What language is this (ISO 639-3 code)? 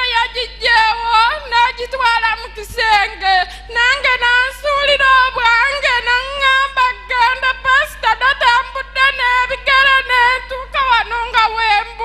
lug